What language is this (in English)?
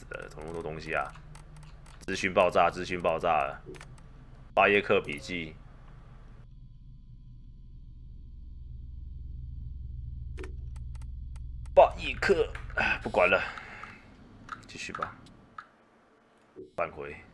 Chinese